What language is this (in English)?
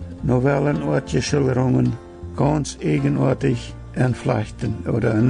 Plautdietsch